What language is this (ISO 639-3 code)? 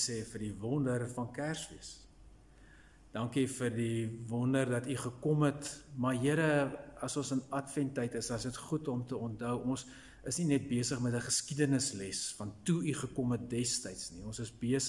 afr